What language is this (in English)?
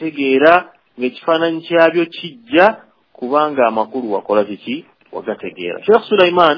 Ganda